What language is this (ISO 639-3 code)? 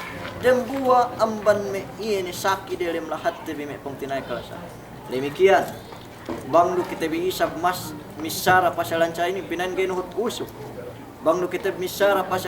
yka